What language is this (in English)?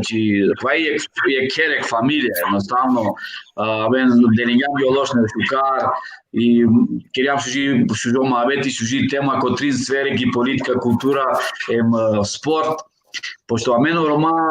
Balkan Romani